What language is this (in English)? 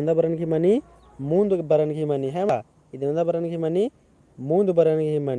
Kurukh